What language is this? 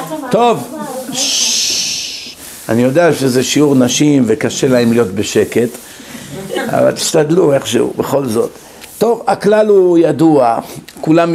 Hebrew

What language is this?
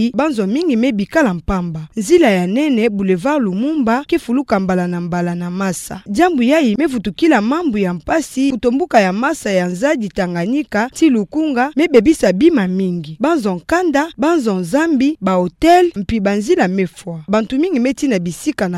Kituba (Democratic Republic of Congo)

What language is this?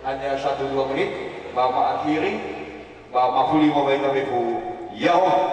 Nias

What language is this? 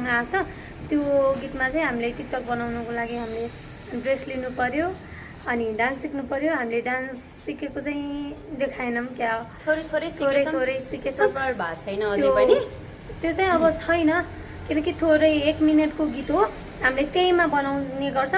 Nepali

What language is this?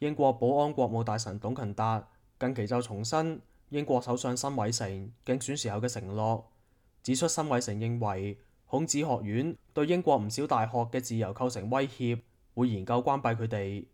Cantonese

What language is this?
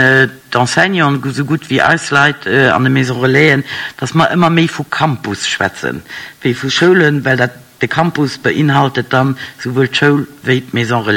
Luxembourgish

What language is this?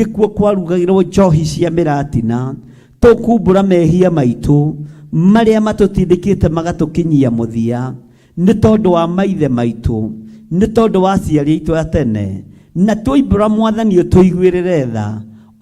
Kikuyu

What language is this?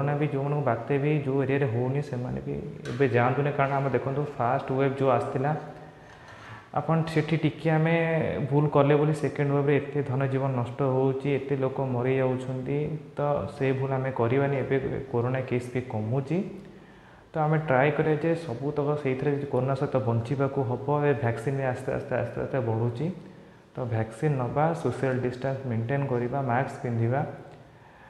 Odia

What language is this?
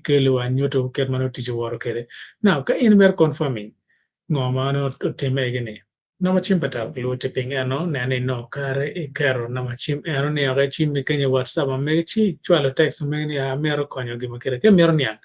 Acoli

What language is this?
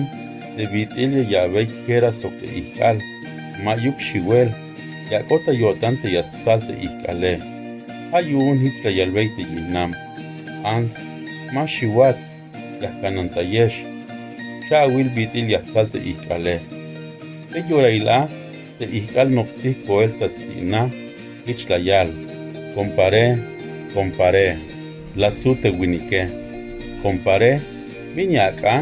Tzeltal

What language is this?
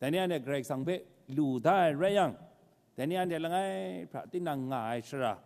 Kachin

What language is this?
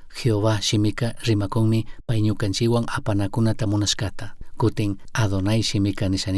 Chimborazo Highland Quichua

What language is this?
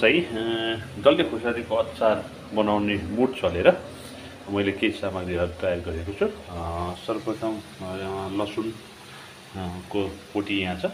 Nepali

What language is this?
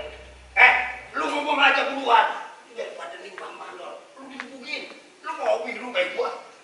Betawi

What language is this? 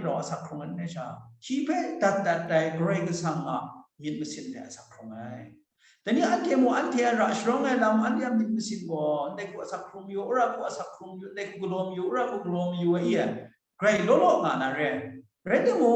Kachin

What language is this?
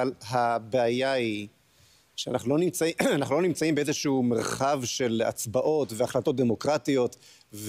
Hebrew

